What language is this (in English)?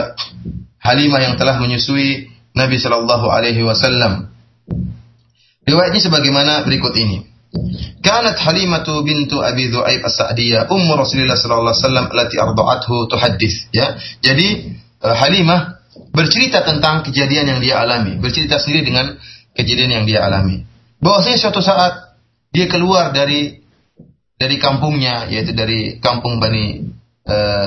Indonesian